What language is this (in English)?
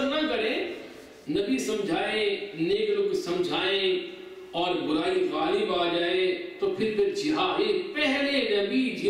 Urdu